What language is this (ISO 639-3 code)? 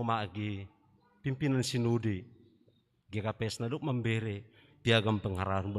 bts